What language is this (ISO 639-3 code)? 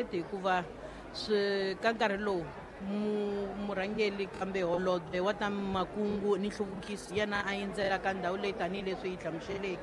tso